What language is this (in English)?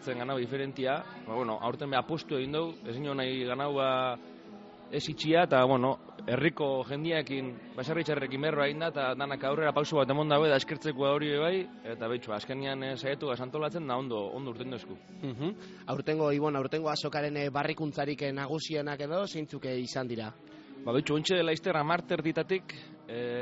Basque